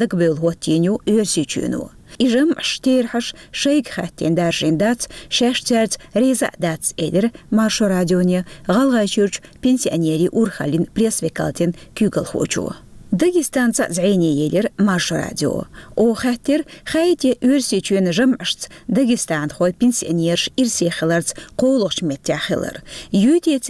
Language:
Chechen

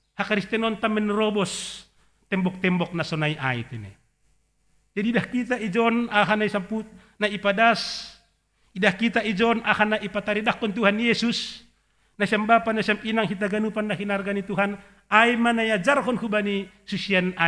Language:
Batak Simalungun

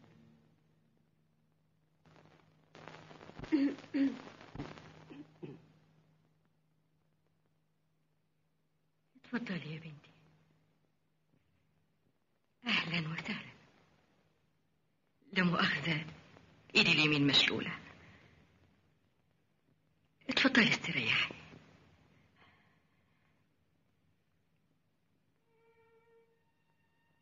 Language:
Egyptian Arabic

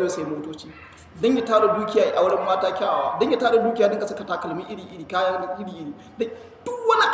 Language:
Hausa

